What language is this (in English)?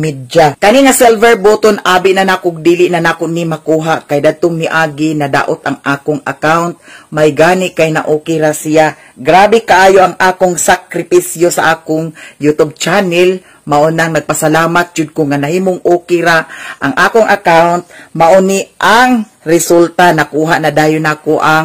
Cebuano